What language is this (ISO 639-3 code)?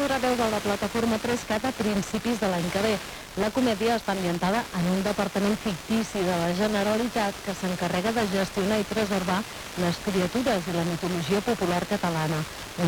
cat